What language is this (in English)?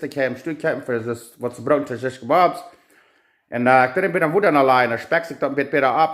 Plautdietsch